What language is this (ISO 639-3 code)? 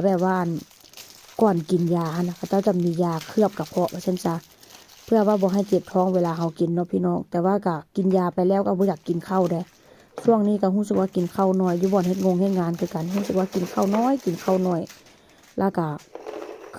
tts